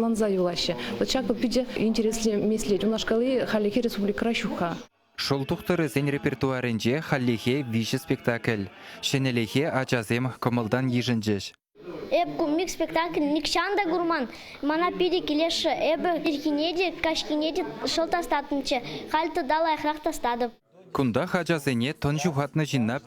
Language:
Chuvash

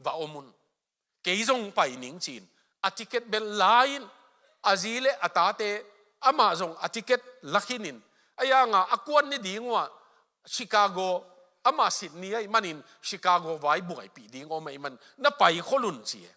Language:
Tedim Chin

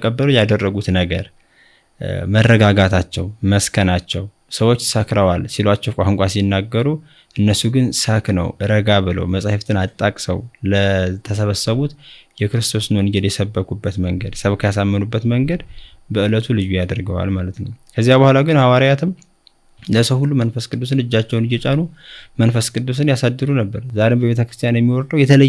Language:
Amharic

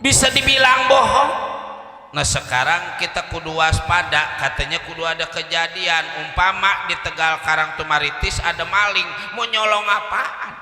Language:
Betawi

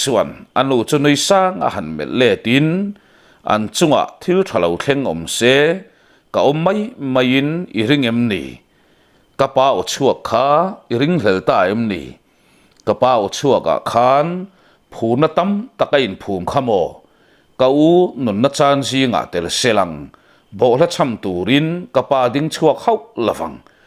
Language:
Mizo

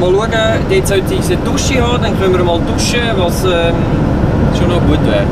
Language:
Swiss German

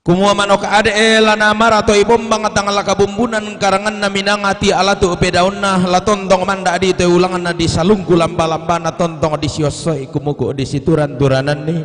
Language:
Toraja-Sa'dan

